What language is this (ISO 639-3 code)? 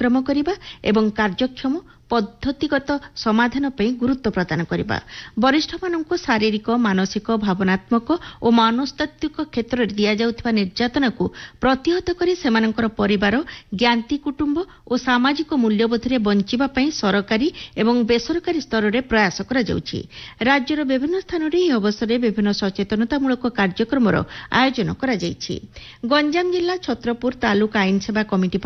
ori